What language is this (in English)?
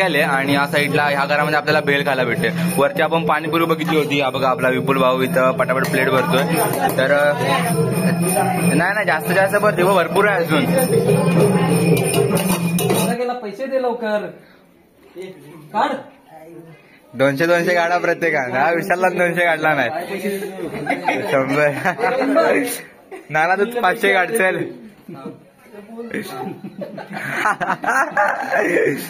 Marathi